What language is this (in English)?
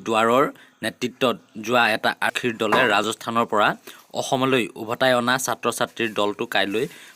Assamese